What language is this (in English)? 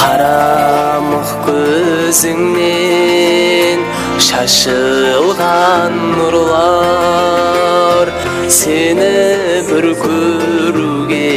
Kara-Kalpak